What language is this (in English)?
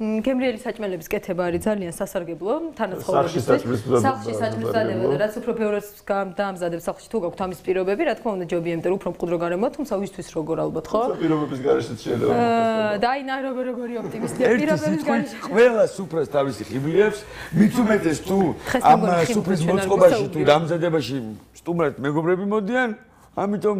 Georgian